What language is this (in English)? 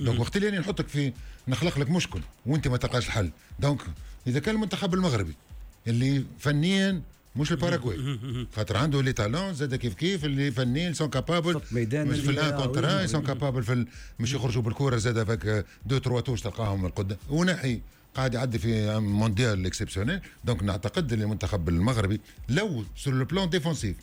Tunisian Arabic